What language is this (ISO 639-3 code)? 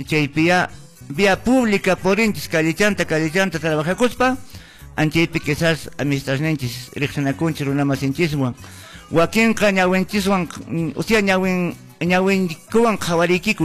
que